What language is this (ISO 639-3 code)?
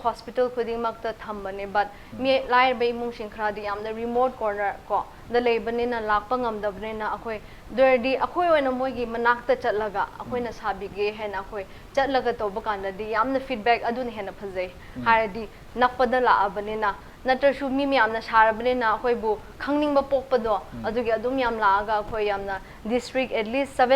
mni